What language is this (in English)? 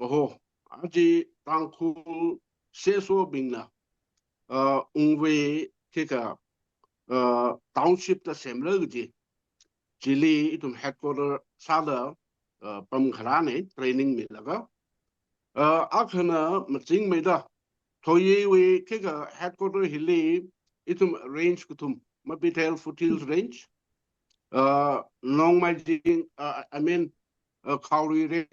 Tangkhul Naga (India)